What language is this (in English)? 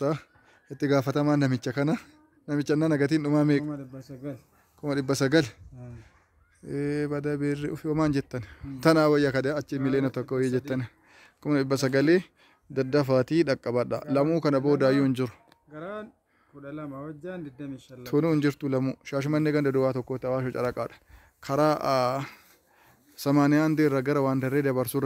Oromo